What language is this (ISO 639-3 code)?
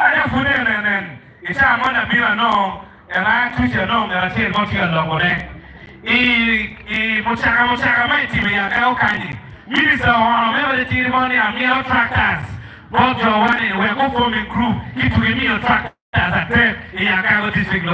ach